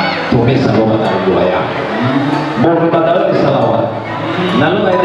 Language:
Nias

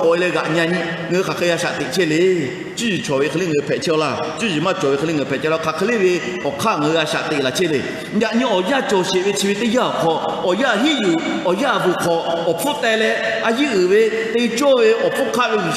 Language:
Lahu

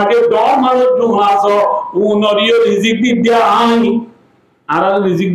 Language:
Rohingya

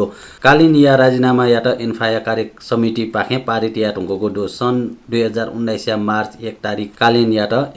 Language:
Newari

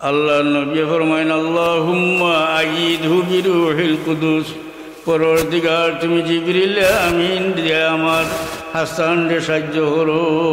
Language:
Sylheti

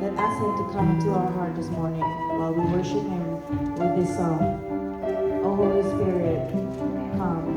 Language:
Central Mnong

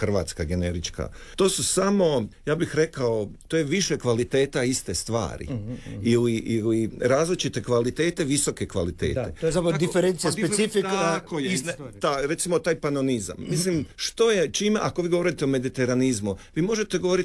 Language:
Croatian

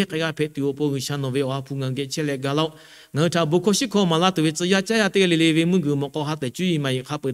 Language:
Lahu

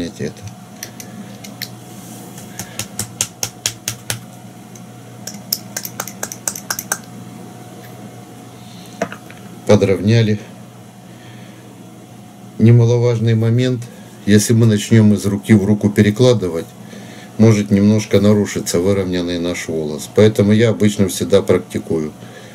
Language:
Russian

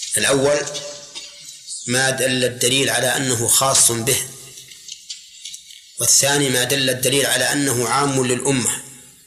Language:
Arabic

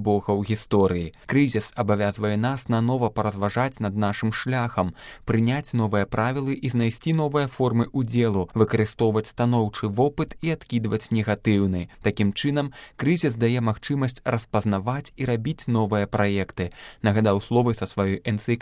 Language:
Belarusian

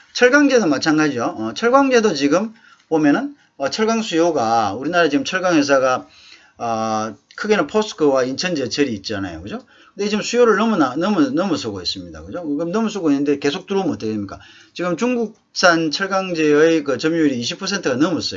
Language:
Korean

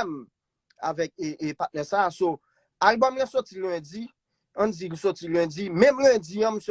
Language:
Haitian Creole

